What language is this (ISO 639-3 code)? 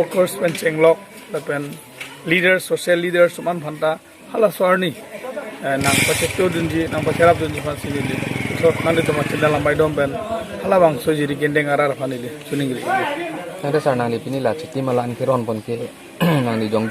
mjw